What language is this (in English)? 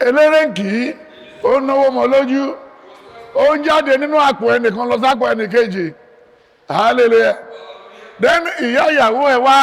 Yoruba